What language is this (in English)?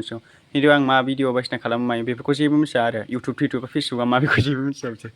Bodo